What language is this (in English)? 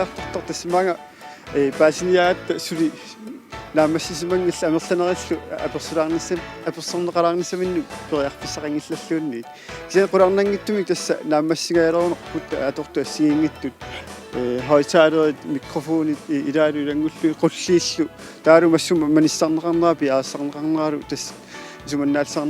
Kalaallisut